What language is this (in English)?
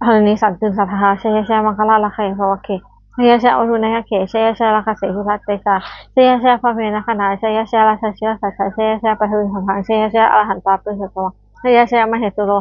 Pali